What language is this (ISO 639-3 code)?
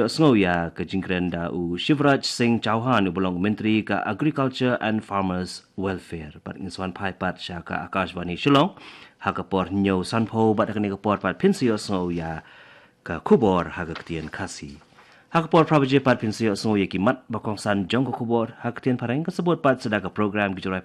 kha